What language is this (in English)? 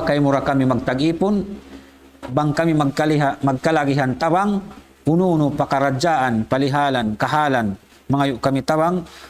Tausug